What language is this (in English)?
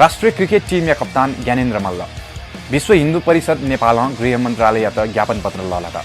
Newari